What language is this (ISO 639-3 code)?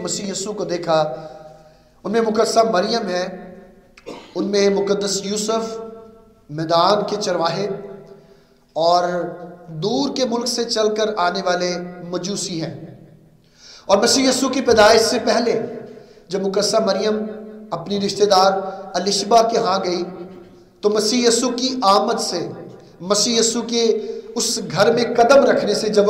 urd